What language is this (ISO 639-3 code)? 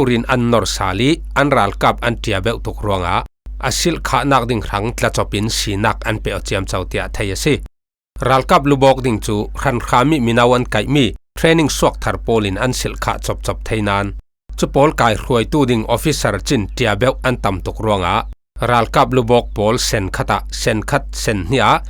cfm